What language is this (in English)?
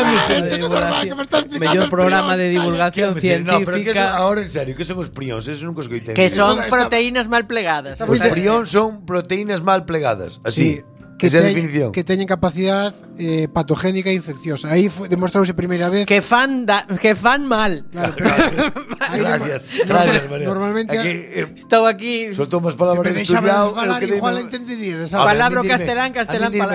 Galician